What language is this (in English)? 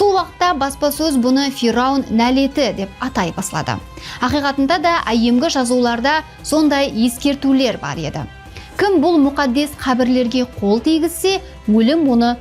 Kara-Kalpak